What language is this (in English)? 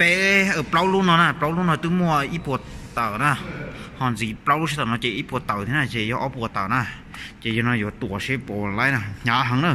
Hmong